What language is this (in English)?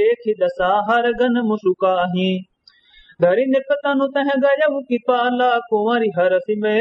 Awadhi